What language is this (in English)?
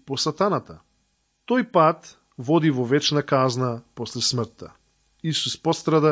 Macedonian